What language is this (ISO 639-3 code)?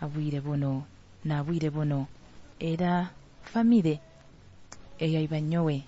nyo